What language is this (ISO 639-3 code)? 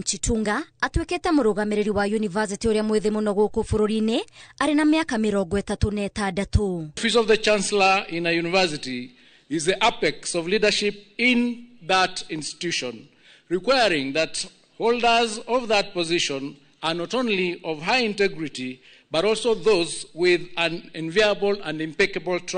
kik